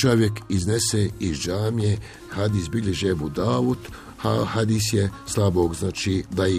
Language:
Bosnian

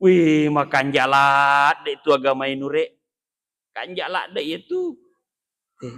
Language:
Buginese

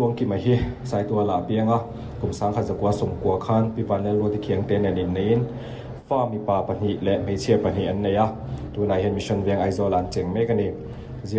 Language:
Mizo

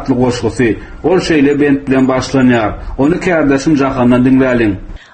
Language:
Turkmen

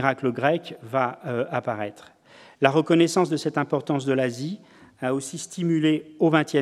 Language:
French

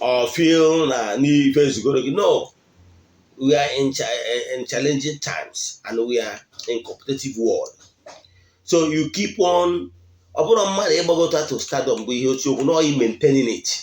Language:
Igbo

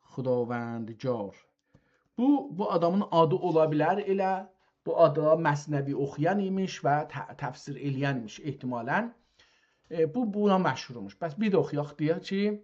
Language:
South Azerbaijani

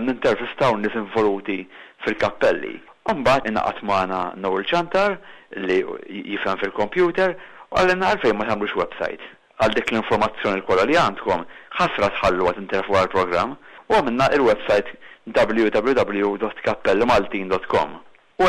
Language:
Maltese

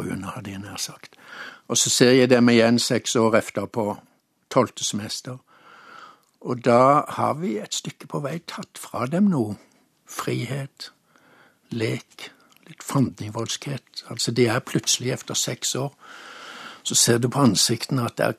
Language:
Norwegian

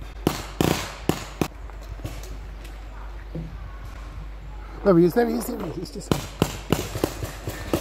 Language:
English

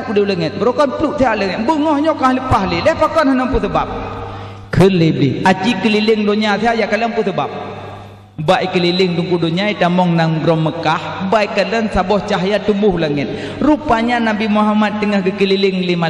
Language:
Achinese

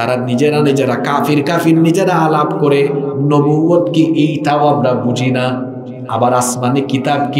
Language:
Bangla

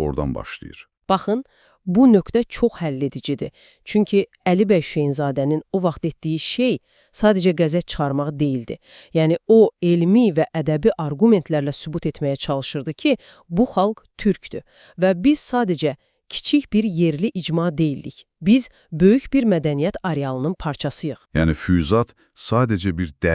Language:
Azerbaijani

